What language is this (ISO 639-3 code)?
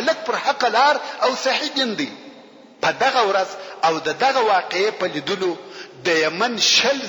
pus